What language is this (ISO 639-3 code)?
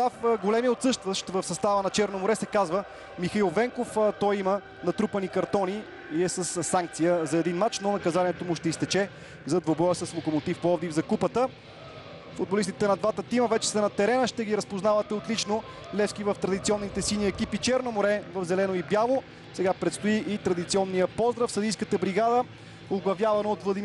bul